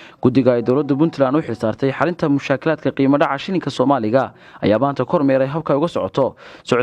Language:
Somali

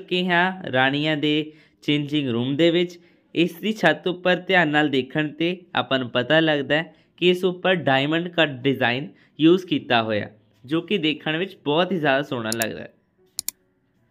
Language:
Punjabi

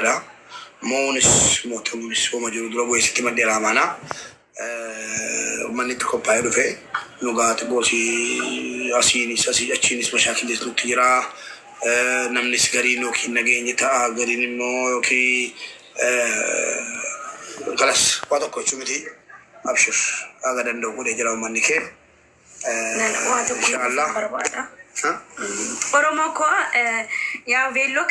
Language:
Oromo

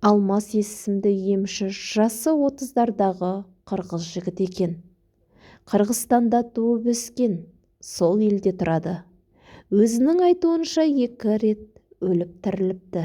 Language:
Kazakh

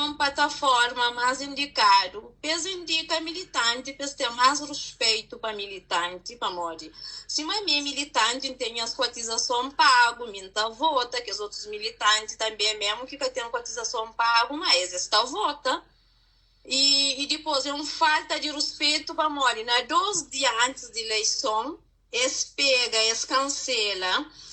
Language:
Kabuverdianu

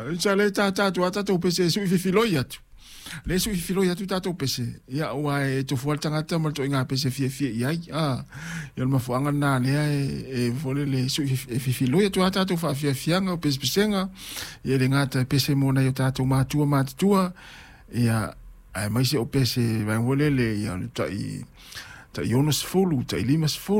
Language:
Samoan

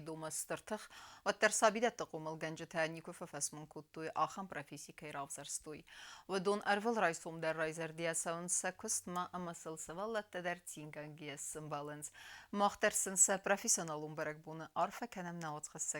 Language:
Ossetic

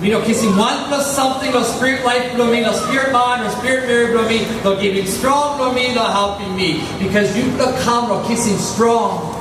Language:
Tok Pisin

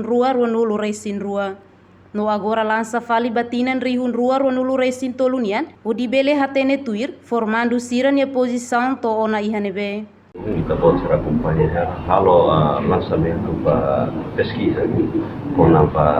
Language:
Tetum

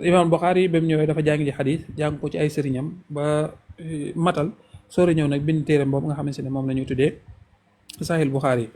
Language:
Wolof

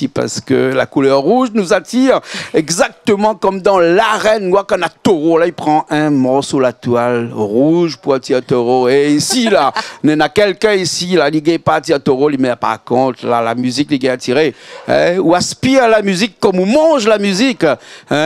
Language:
Réunion Creole French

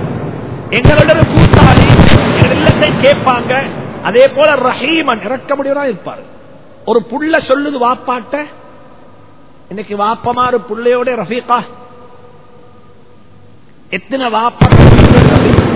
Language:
Tamil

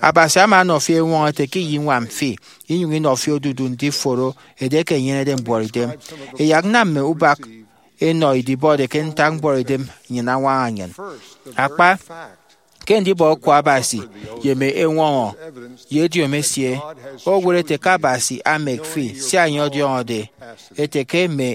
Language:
Efik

